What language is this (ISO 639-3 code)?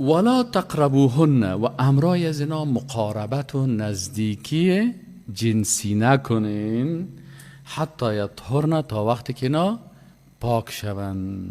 fas